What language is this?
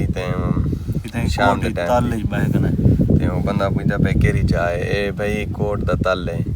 Saraiki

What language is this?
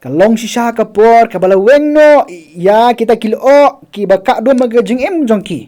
Khasi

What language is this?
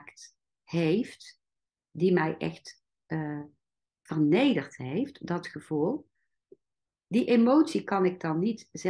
Dutch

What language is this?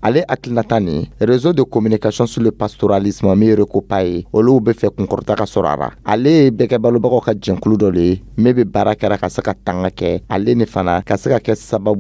Dyula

